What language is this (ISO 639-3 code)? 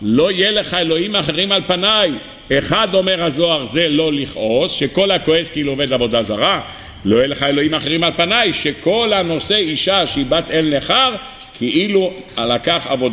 heb